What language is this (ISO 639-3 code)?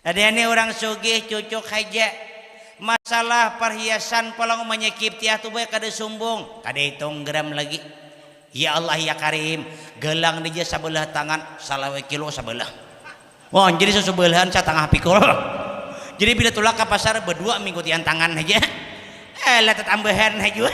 bjn